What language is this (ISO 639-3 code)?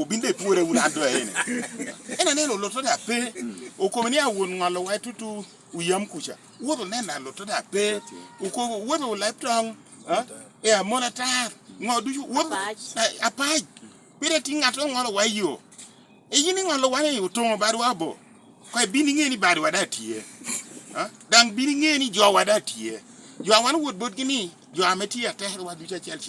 laj